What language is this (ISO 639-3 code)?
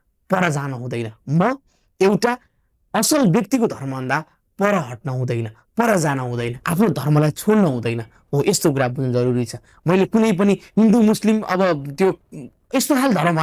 nep